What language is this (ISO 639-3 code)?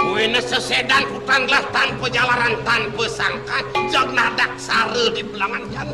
ban